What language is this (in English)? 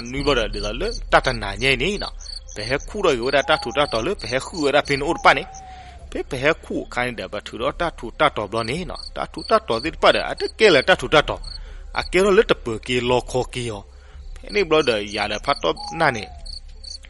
S'gaw Karen